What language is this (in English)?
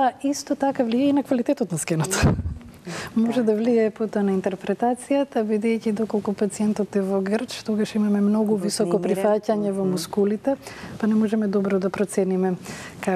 Macedonian